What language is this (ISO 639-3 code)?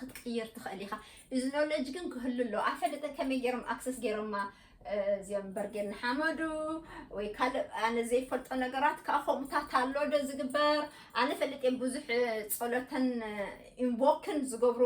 tir